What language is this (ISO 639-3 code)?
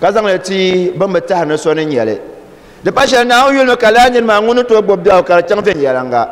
dag